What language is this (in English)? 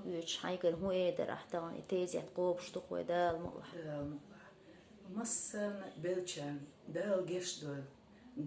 Chechen